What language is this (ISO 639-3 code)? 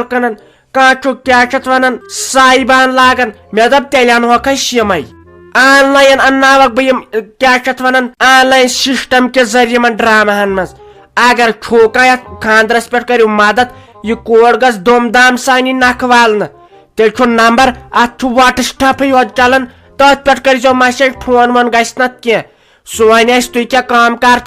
kas